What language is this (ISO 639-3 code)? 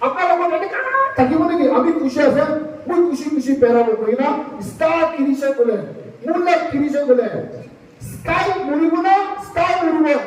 nag